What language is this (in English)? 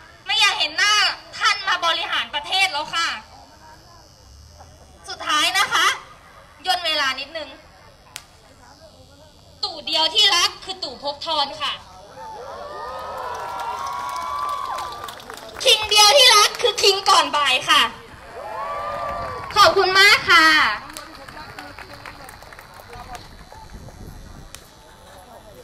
Thai